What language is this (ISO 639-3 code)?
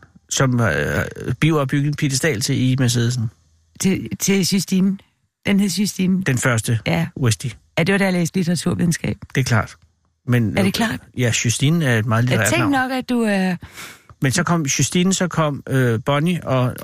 dan